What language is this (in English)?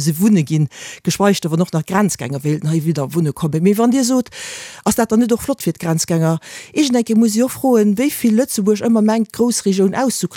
Luxembourgish